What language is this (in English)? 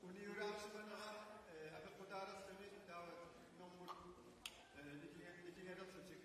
Kalaallisut